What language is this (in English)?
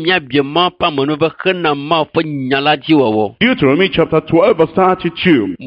Ewe